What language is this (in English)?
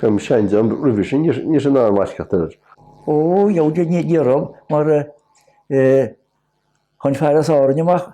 Irish